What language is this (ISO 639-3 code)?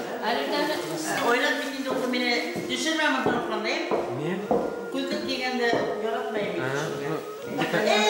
bak